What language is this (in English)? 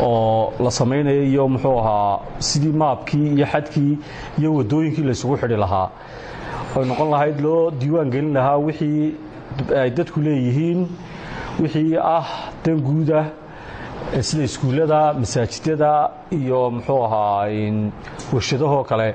Somali